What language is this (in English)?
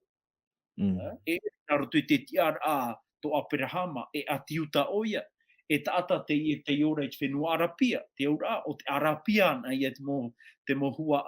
Tahitian